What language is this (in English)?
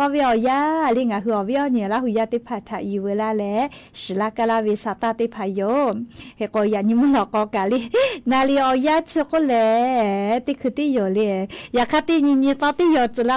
Lahu